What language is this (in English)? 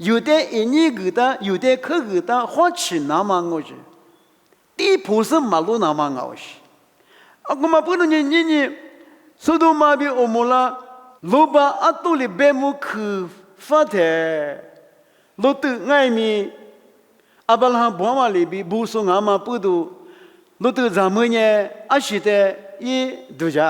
Lisu